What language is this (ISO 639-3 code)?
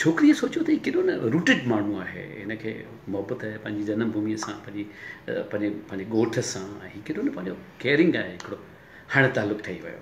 snd